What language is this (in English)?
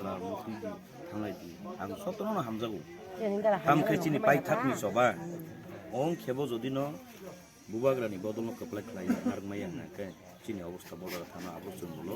Kok Borok